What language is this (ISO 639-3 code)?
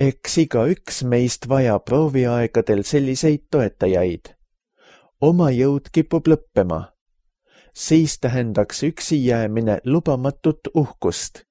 est